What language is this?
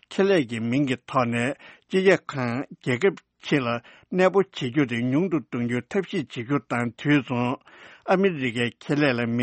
Tibetan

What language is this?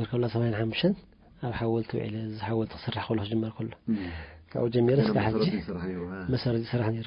Tigrinya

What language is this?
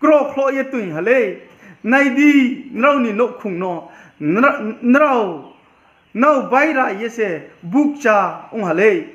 Riang (India)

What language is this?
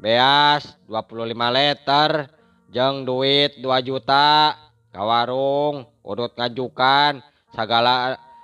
Sundanese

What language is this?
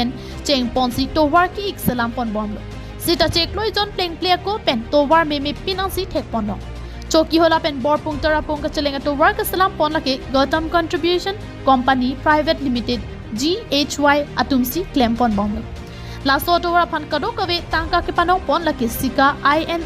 Karbi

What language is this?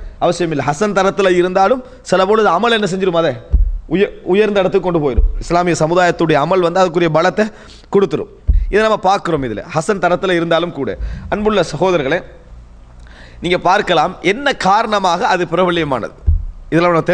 Tamil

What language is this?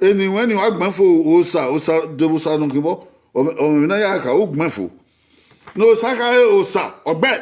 Bini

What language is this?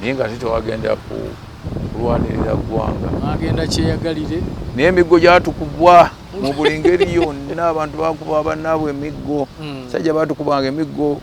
Ganda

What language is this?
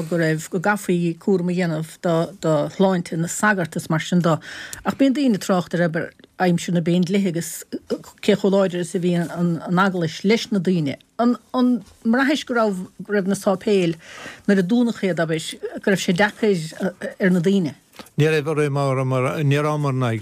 Irish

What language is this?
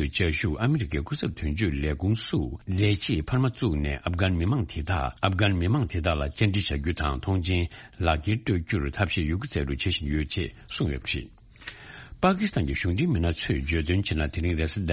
Tibetan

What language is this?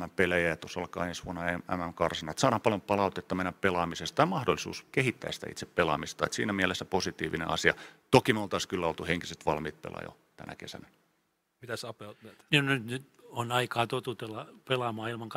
Finnish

